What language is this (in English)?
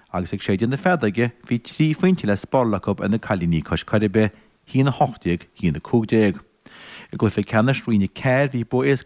Irish